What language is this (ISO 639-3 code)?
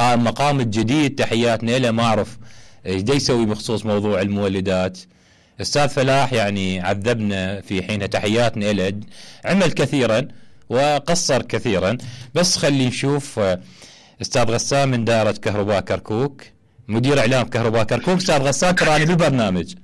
acm